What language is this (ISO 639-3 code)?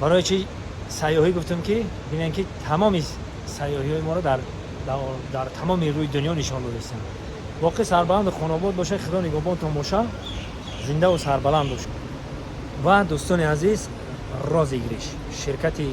tgk